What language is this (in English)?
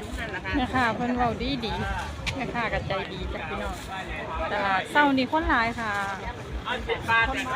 Northeastern Thai